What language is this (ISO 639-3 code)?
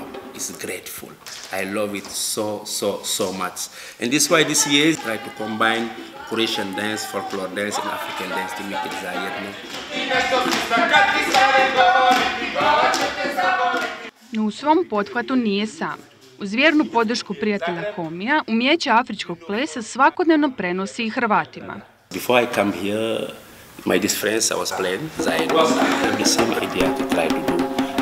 hrv